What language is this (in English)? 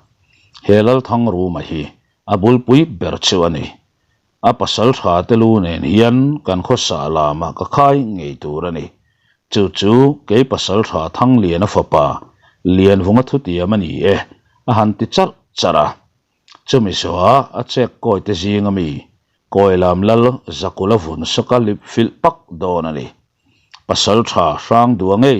Mizo